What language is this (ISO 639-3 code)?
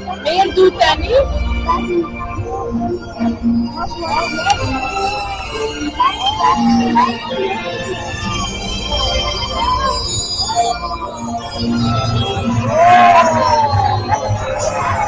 nld